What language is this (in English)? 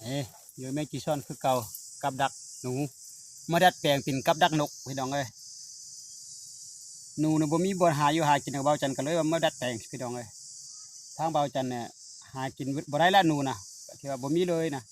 Lao